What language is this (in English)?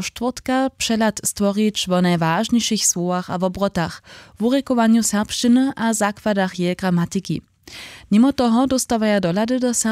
Upper Sorbian